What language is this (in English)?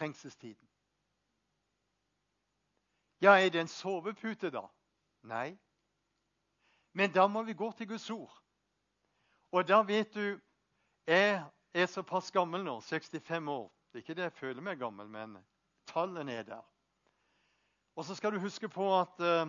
Norwegian